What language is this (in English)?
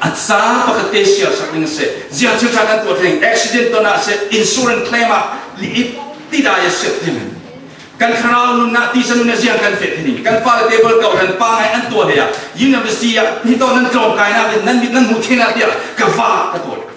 Falam Chin